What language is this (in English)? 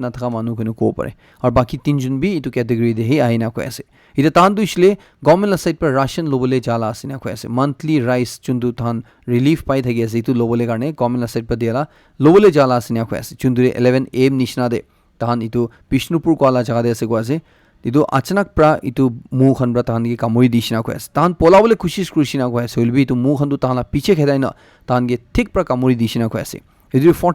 Naga Pidgin